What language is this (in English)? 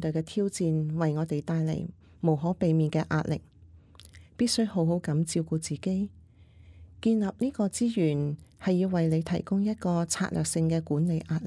Cantonese